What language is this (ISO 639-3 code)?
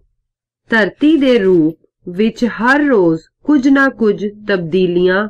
pan